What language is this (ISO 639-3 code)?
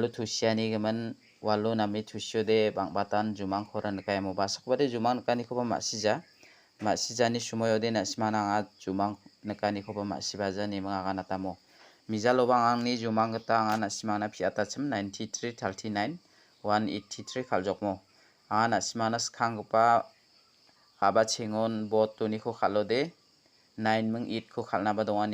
grt